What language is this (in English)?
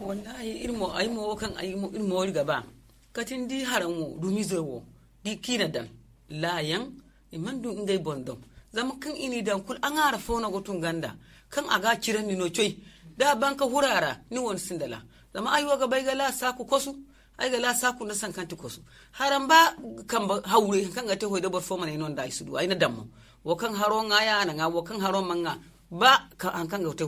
Zarma